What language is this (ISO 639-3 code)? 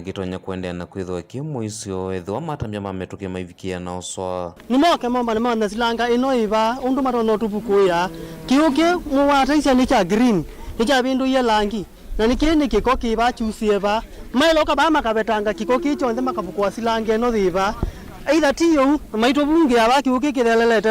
kam